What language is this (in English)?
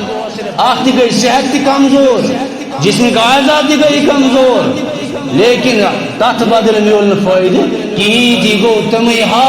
Kashmiri